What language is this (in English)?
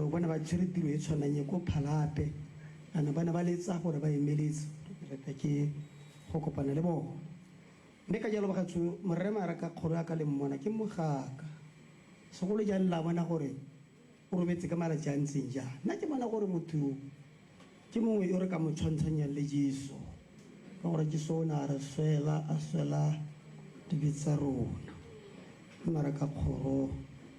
Tswana